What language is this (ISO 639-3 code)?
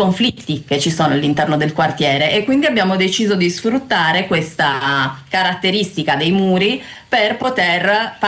ita